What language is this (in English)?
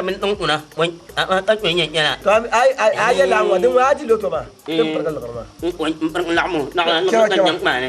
Dagbani